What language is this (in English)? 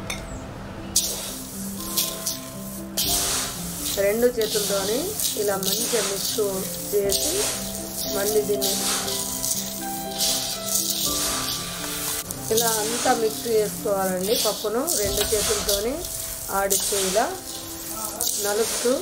Telugu